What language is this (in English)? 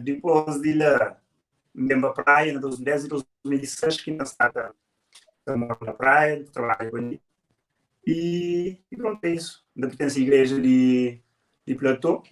Kabuverdianu